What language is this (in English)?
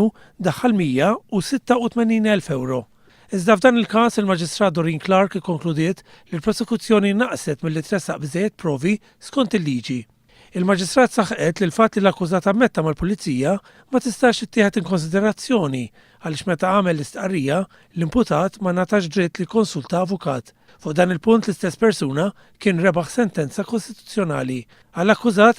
Maltese